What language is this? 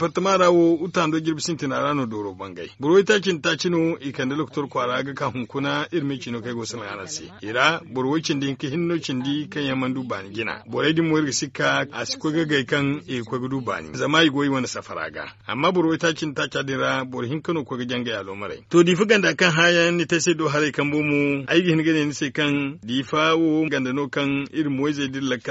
Zarma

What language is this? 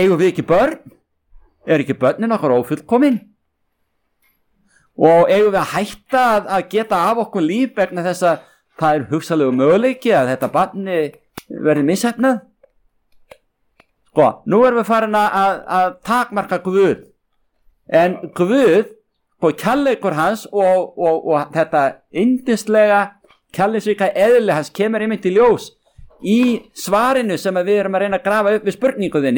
Icelandic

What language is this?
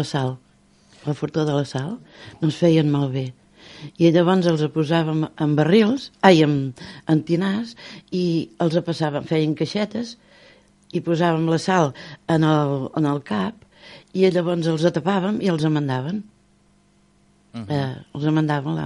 Catalan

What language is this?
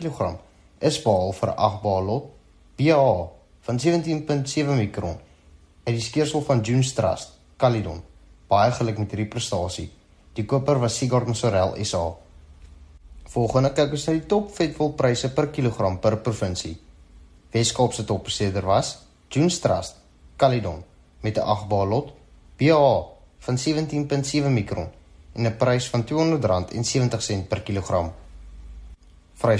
Afrikaans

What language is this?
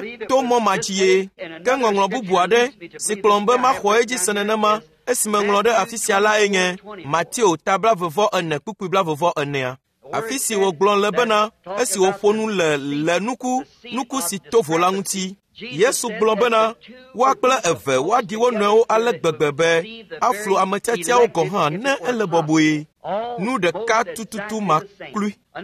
Ewe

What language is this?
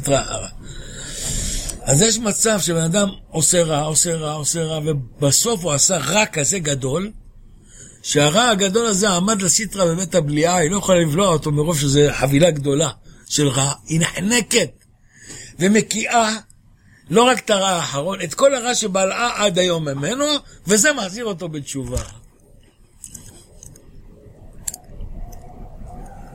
Hebrew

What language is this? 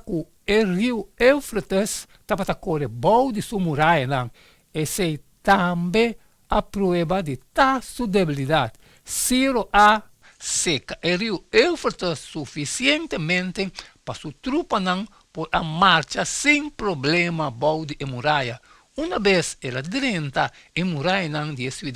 Papiamento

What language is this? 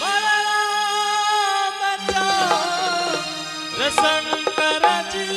Angika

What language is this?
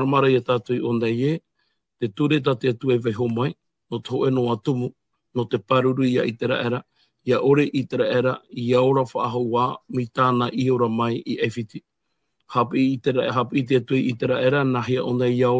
Tahitian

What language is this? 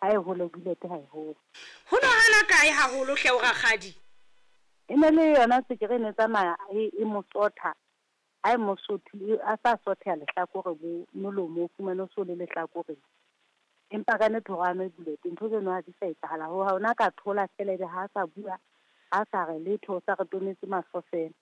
Southern Sotho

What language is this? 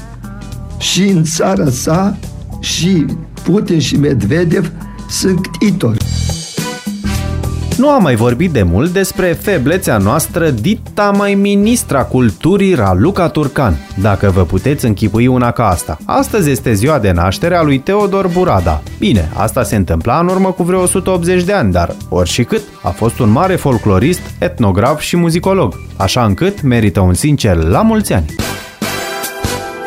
Romanian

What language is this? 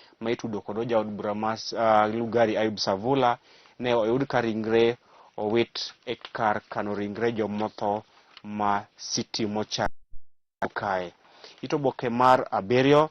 Luo (Kenya and Tanzania)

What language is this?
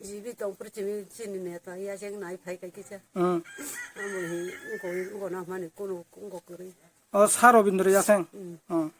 Kok Borok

